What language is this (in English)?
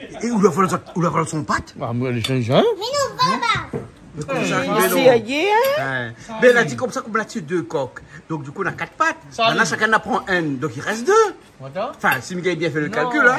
Réunion Creole French